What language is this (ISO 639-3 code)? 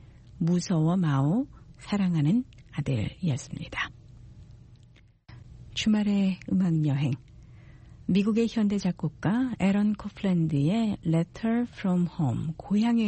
kor